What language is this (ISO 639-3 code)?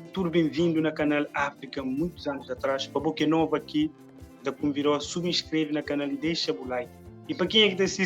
kea